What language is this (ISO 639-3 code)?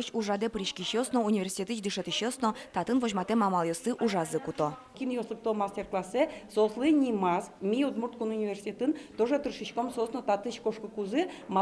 udm